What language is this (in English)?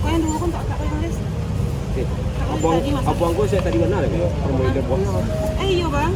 Minangkabau